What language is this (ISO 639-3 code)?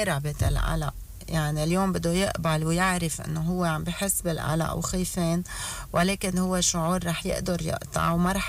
apc